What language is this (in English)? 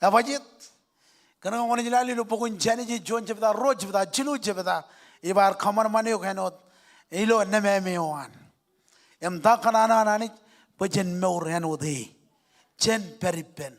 Marshallese